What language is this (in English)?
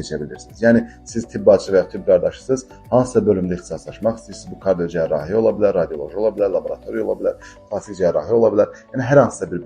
Azerbaijani